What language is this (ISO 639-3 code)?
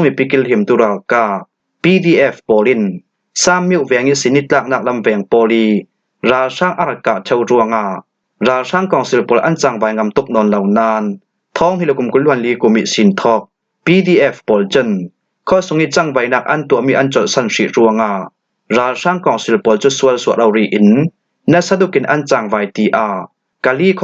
cfm